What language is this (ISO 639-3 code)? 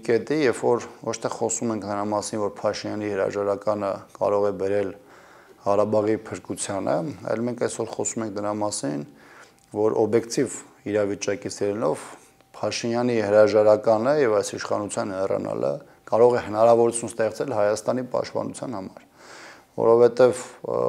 hye